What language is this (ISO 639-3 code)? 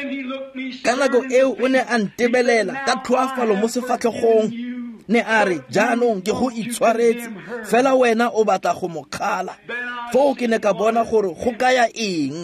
tsn